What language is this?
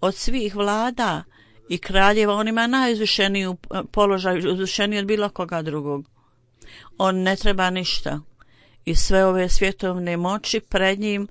Bosnian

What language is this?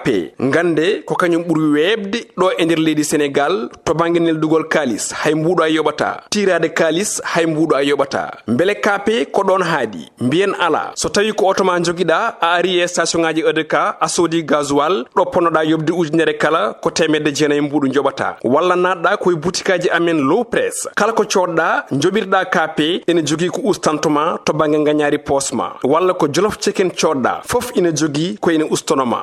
Fula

